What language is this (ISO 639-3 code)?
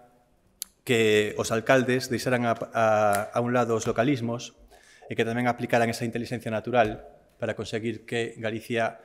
glg